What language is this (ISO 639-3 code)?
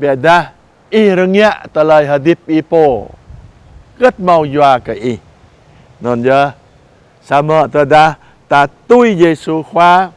jra